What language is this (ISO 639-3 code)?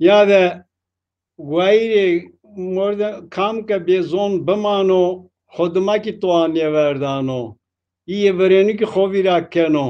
zza